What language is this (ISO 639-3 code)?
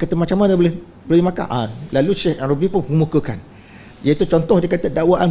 msa